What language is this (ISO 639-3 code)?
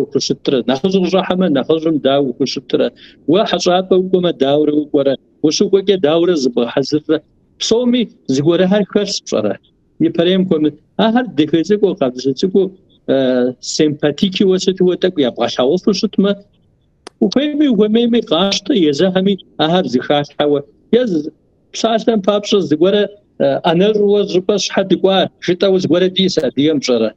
kbd